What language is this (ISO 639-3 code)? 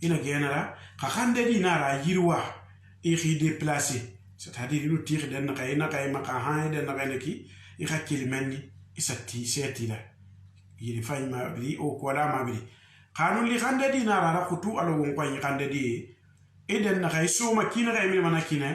sus